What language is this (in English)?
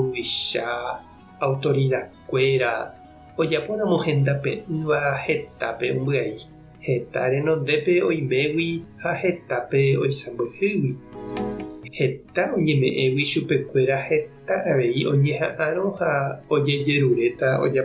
Guarani